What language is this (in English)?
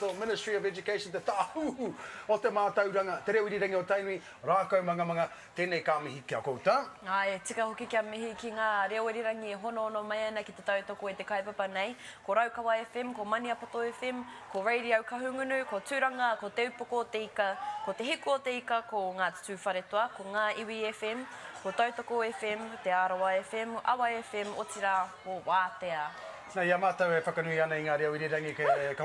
Māori